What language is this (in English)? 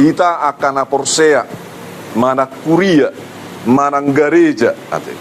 Batak Toba